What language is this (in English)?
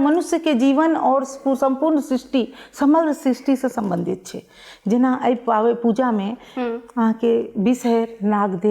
Maithili